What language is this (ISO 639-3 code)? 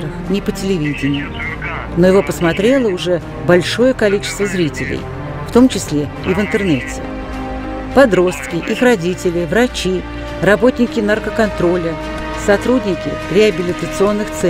rus